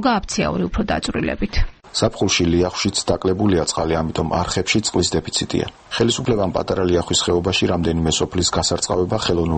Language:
Georgian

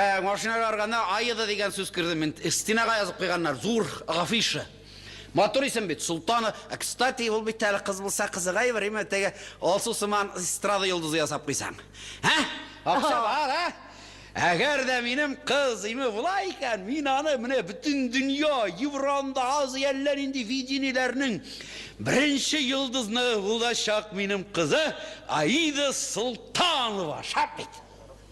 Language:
Tatar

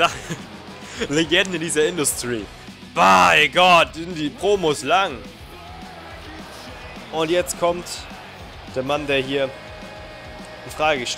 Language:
German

